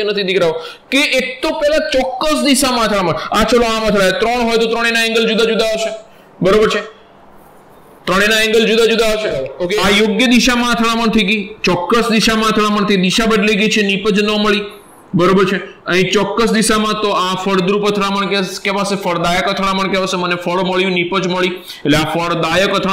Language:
Gujarati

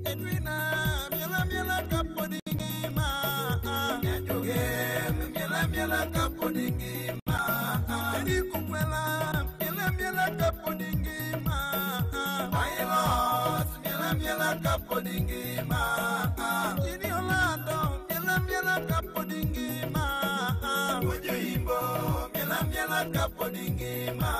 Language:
Luo (Kenya and Tanzania)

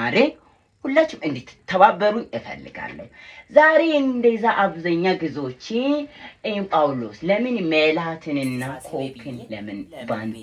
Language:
Amharic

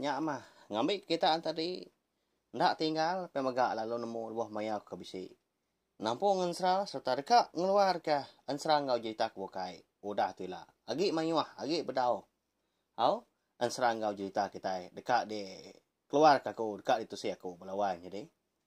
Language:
Iban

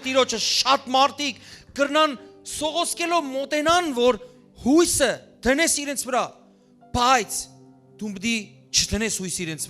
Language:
Western Armenian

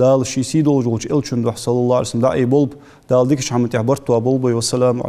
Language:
Ingush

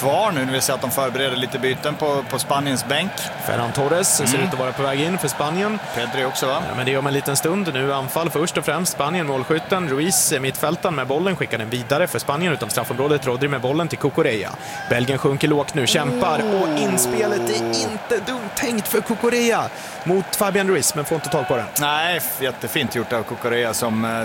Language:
Swedish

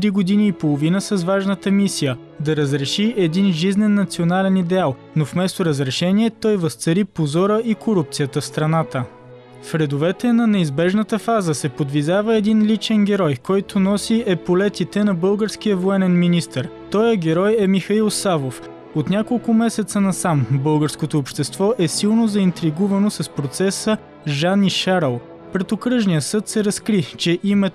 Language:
Bulgarian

